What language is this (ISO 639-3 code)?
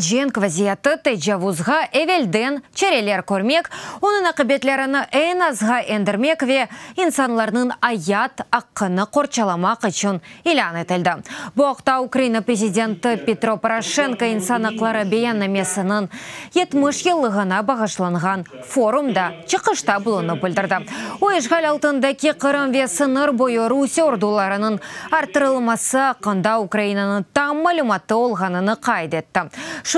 crh